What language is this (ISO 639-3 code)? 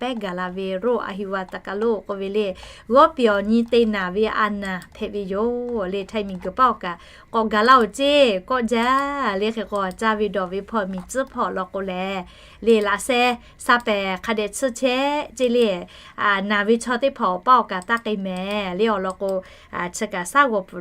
lhu